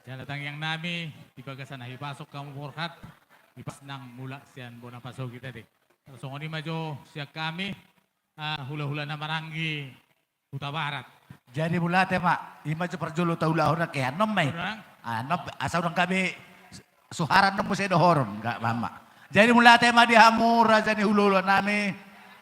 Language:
Batak Toba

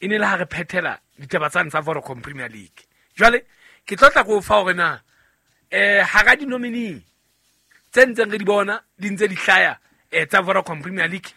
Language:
Southern Sotho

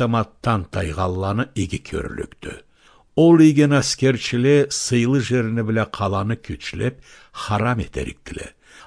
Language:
Karachay-Balkar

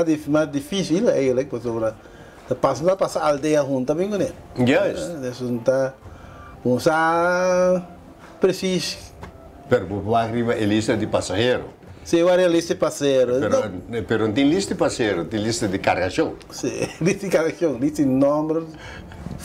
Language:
Papiamento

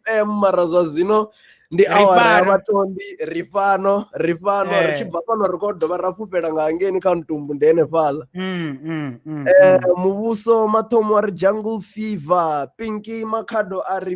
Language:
Venda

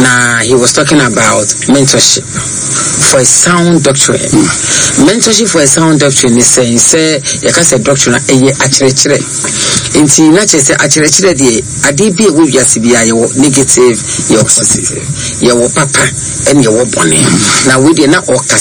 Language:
Akan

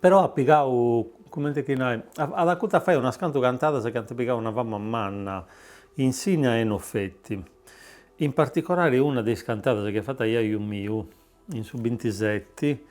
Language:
Sardinian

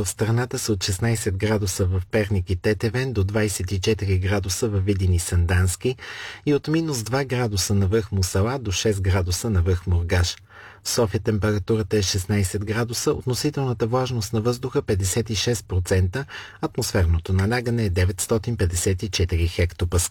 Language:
Bulgarian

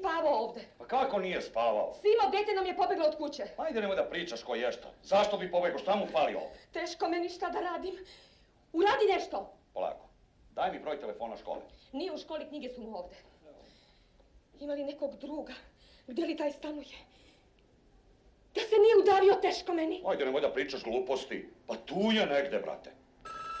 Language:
Serbian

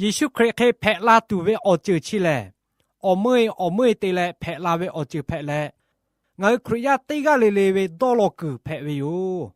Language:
Lahu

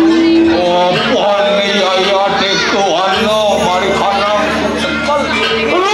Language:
Balinese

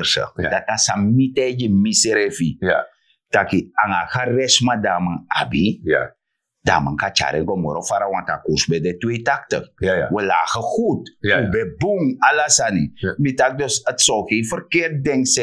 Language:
Sranan Tongo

